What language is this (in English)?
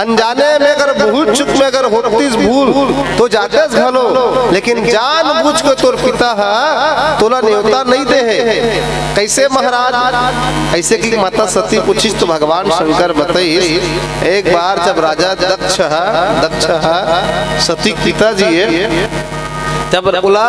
Chhattisgarhi